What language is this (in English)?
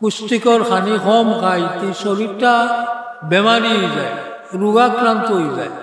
Sylheti